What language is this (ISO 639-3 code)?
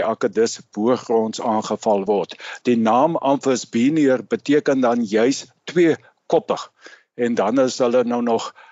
afr